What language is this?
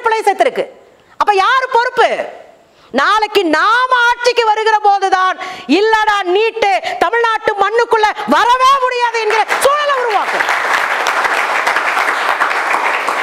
Tamil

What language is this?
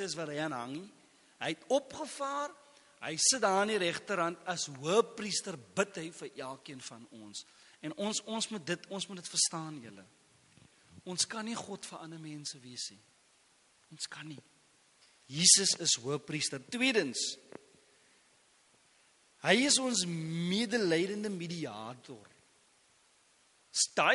Afrikaans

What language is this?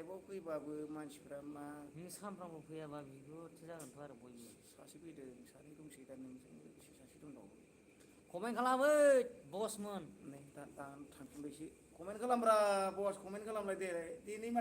Bodo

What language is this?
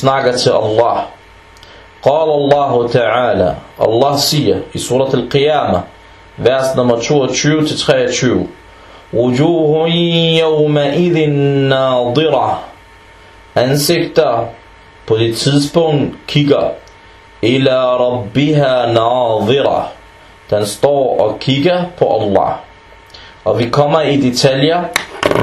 Danish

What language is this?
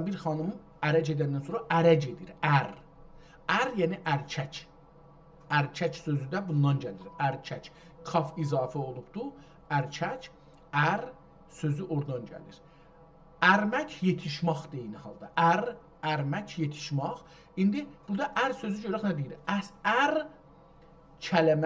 South Azerbaijani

